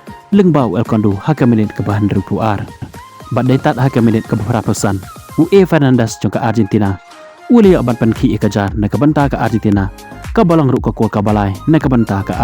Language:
Khasi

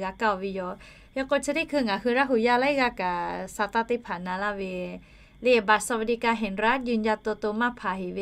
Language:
Lahu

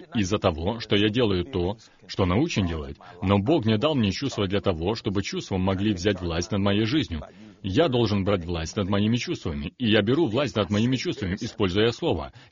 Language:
Russian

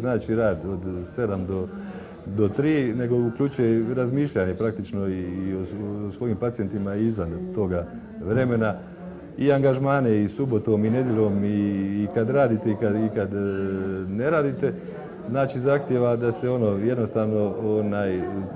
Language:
Croatian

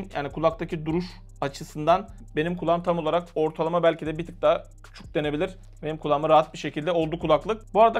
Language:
Turkish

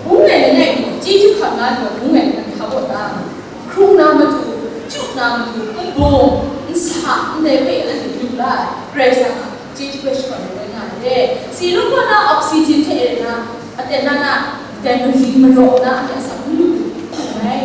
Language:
Kachin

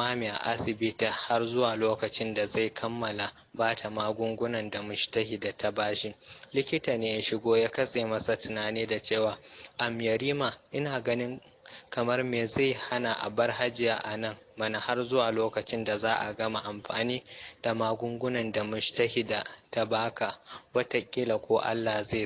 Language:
Hausa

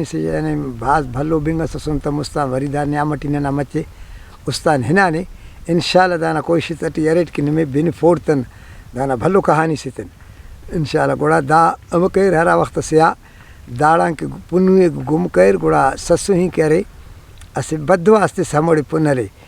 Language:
Brahui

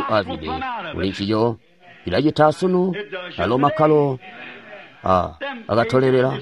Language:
Tonga (Zambia)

